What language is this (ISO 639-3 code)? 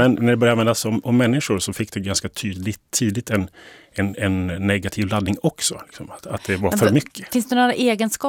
swe